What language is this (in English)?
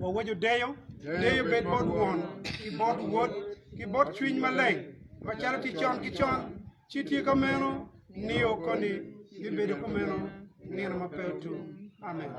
Acoli